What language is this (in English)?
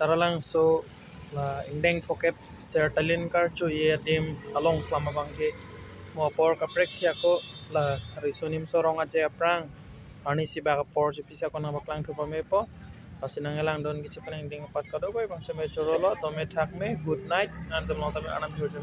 Karbi